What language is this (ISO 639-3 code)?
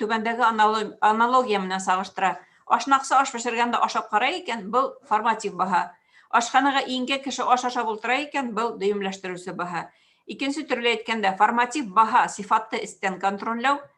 bak